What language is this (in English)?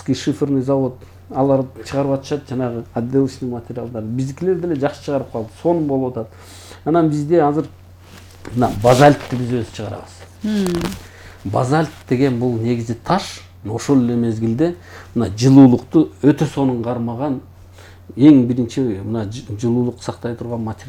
Kyrgyz